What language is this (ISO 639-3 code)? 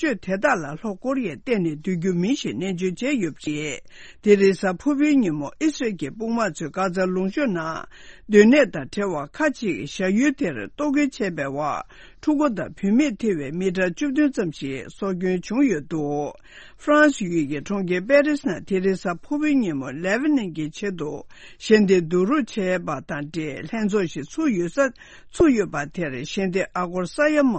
bod